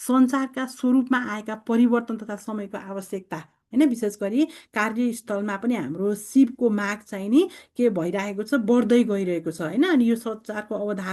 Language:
Nepali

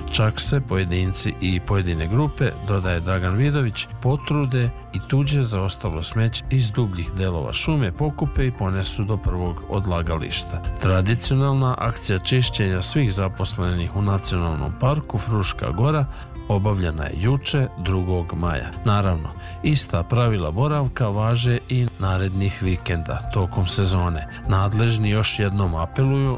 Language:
Serbian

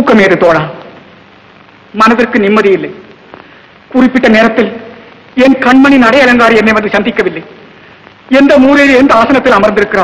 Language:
Tamil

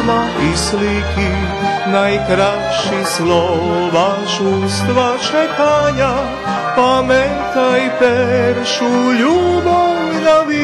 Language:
Rusyn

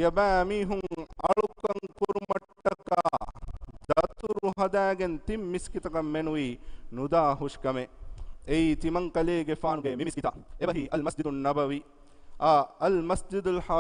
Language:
Divehi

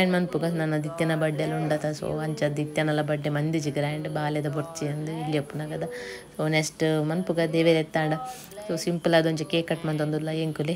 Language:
Tulu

